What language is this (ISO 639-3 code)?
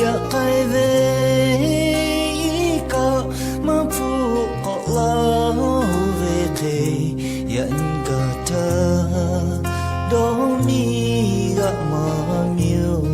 lhu